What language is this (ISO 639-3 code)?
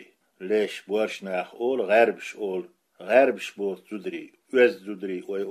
che